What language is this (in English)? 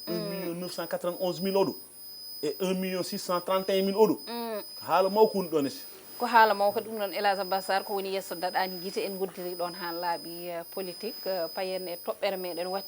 Fula